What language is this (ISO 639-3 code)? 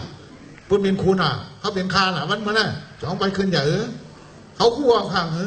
shn